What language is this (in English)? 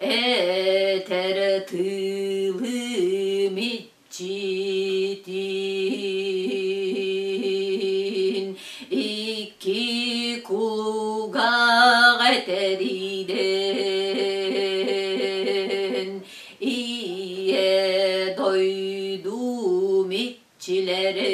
Yakut